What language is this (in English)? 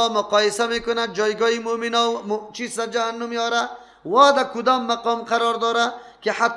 Persian